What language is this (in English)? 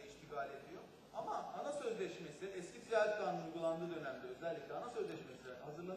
Turkish